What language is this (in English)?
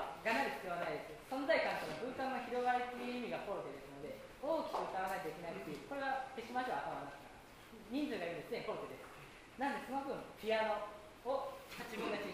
Japanese